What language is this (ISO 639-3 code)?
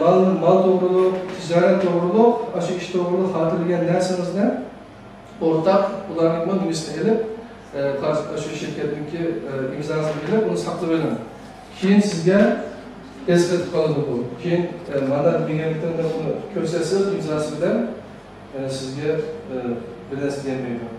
uig